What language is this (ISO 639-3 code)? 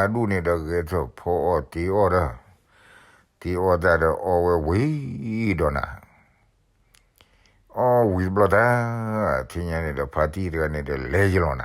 ksw